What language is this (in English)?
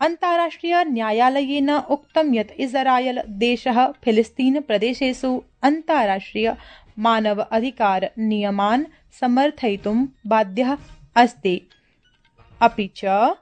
Sanskrit